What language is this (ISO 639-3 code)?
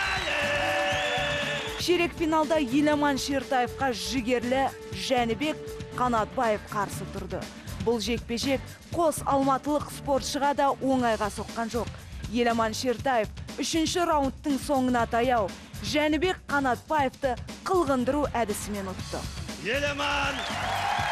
kaz